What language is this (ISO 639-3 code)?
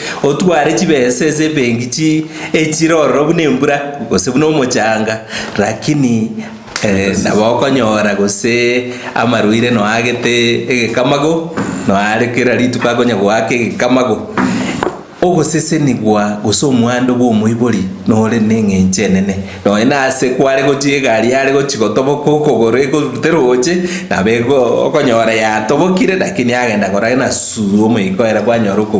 guz